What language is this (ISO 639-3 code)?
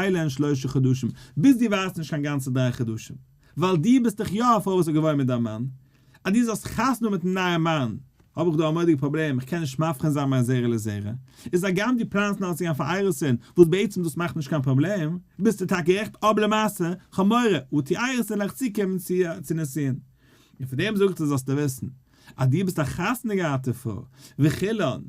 yid